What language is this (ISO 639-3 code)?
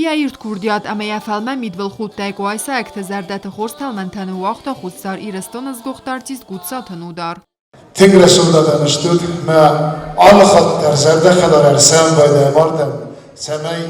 oss